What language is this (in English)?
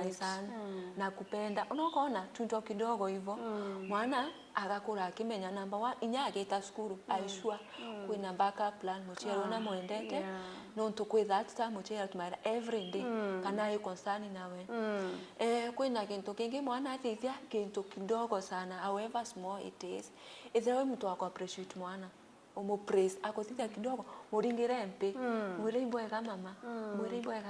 Meru